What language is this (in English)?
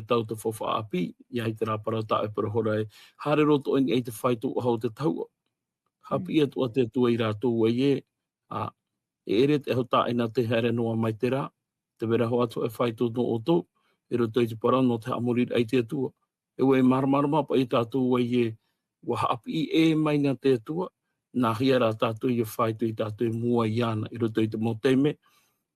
Tahitian